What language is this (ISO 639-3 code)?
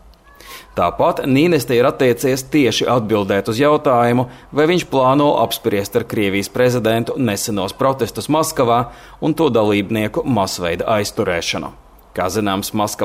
lav